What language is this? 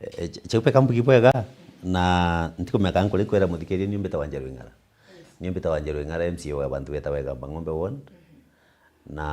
Meru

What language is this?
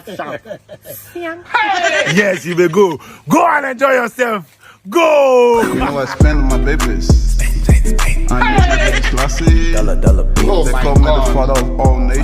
Nigerian Pidgin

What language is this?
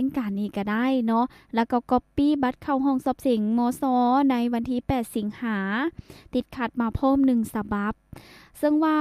Lao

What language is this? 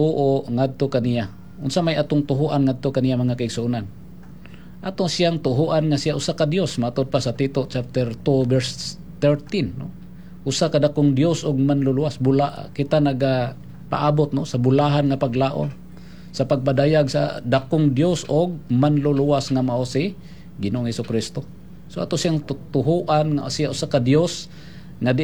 Cebuano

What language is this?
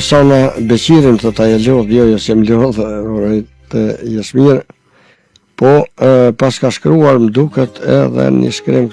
Albanian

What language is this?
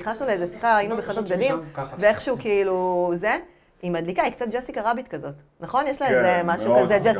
Hebrew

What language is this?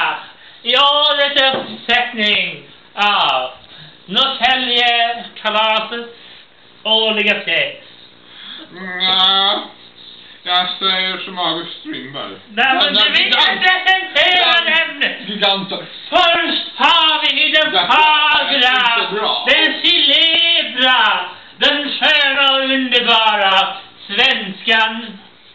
Swedish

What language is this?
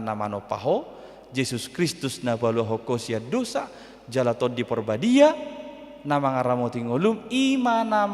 Batak Toba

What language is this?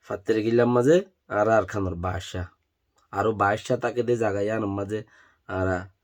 Rohingya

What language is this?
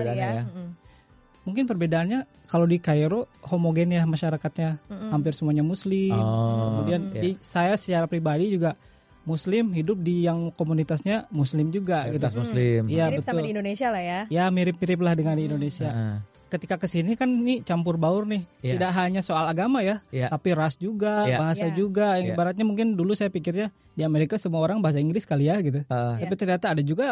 Indonesian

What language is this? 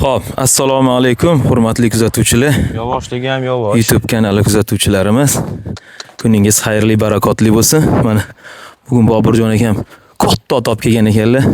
Uzbek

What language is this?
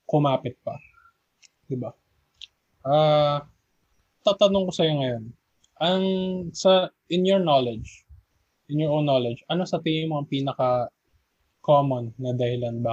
Filipino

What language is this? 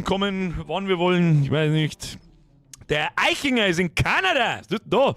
Bavarian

